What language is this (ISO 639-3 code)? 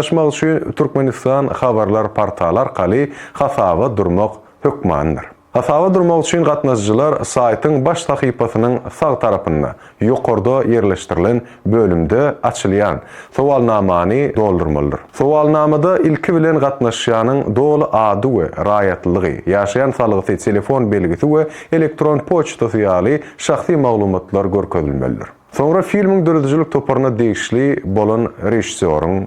tuk